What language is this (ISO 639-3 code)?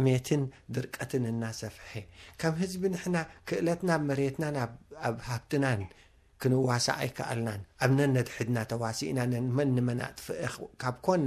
tir